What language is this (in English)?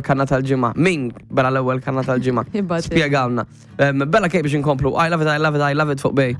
Maltese